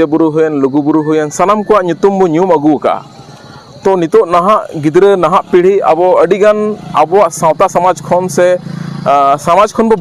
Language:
Santali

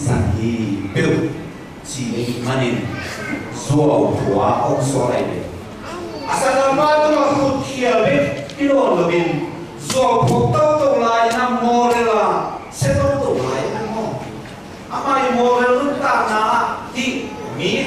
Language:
Tedim Chin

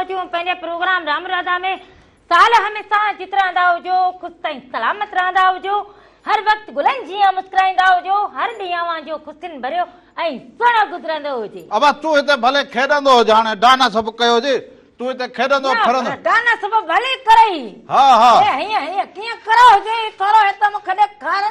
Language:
Sindhi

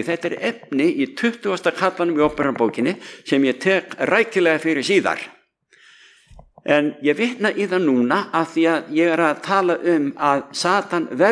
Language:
Icelandic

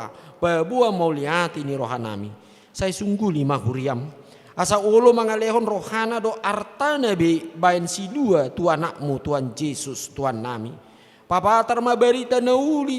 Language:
Batak Toba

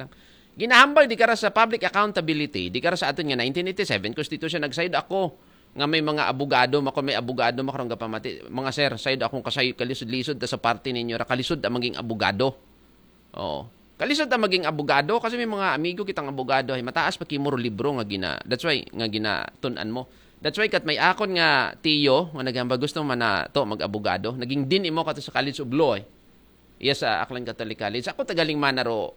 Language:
Aklanon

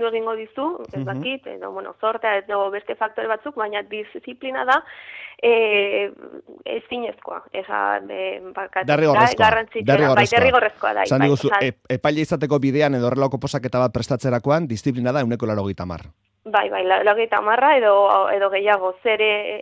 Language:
Basque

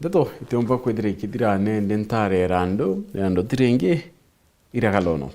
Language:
Meru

